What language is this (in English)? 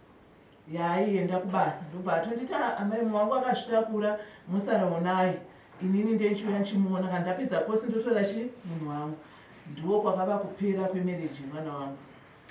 Shona